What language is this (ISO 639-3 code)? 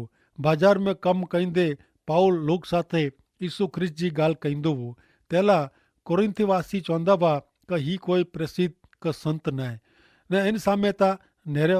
kfr